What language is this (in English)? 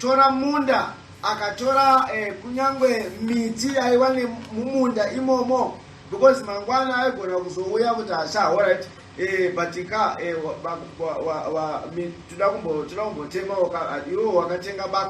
Shona